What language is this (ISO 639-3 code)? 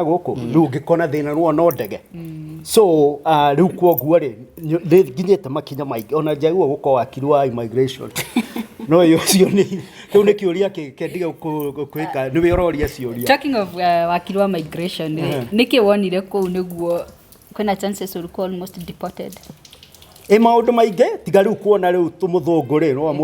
kik